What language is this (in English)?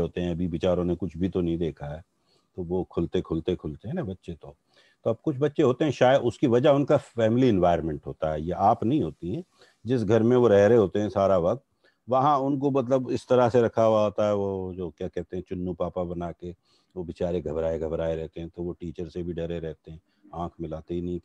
Urdu